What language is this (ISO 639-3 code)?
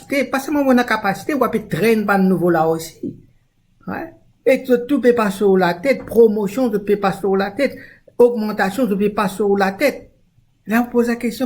mfe